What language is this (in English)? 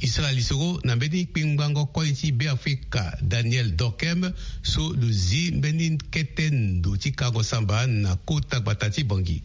Sango